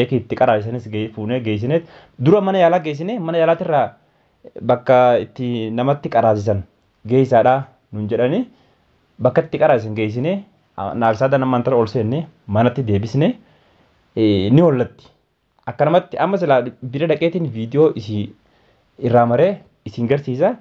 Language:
Oromo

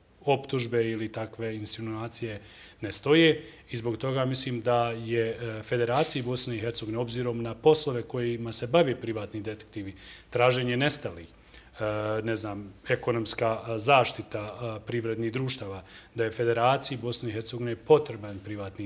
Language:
Bosnian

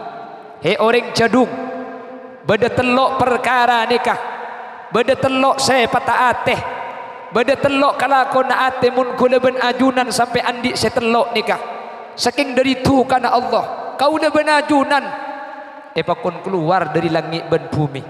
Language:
Madurese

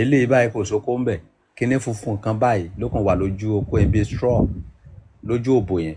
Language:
Yoruba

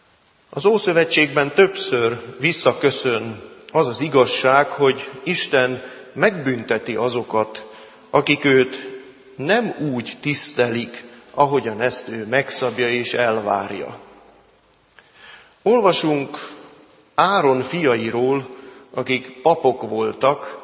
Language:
Hungarian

